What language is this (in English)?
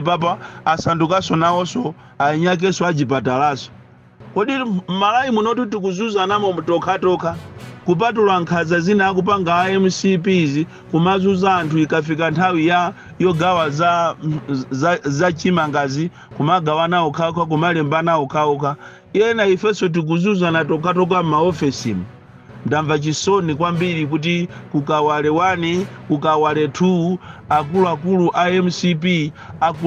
Nyanja